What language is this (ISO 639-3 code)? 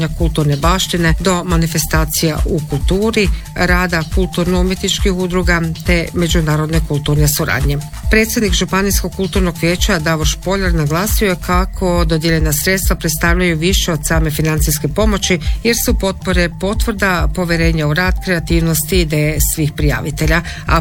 hrv